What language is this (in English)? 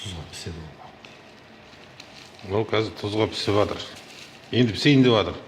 Kazakh